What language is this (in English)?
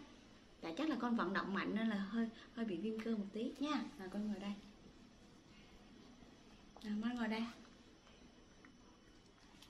Vietnamese